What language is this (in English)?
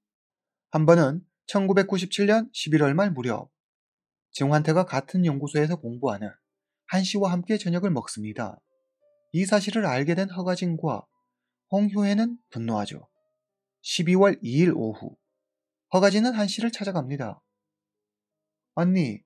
Korean